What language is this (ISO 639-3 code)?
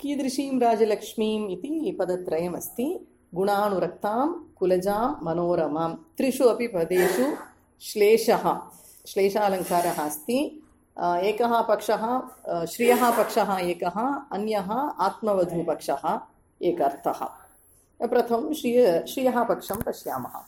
san